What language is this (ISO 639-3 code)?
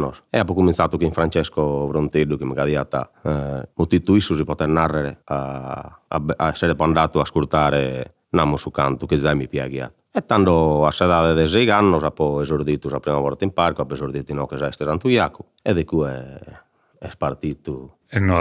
srd